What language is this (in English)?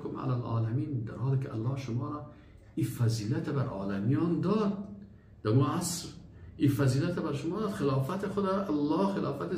Persian